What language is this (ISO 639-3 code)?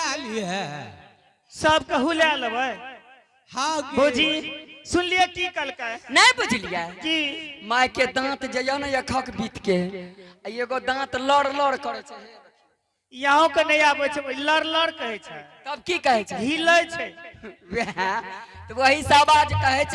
anp